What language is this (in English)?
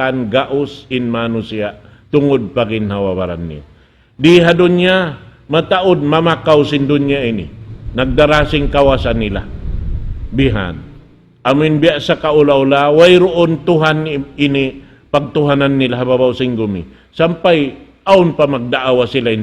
Tausug